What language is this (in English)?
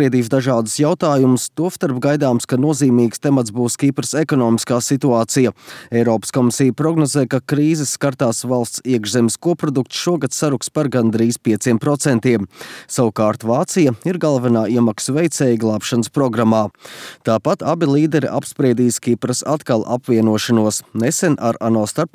Latvian